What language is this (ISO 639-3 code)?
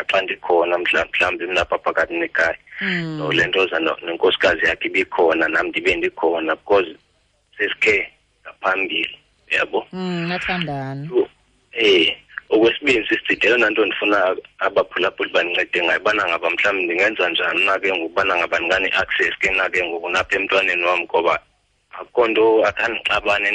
xho